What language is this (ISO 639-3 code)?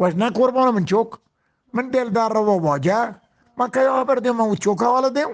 bgp